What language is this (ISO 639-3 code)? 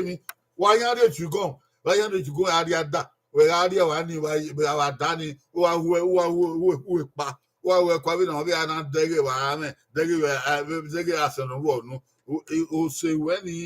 bin